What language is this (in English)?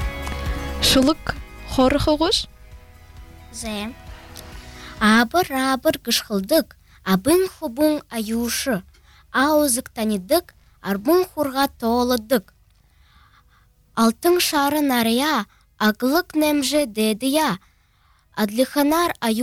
Buriat